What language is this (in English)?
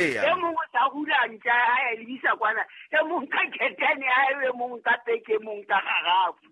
Southern Sotho